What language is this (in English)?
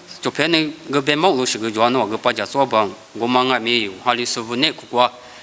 Lisu